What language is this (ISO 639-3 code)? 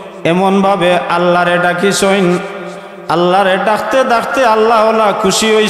syl